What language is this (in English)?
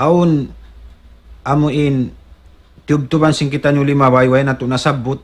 Tausug